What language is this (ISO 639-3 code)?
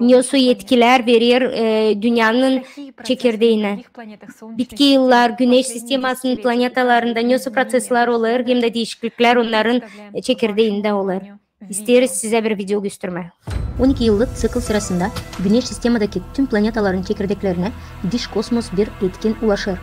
gag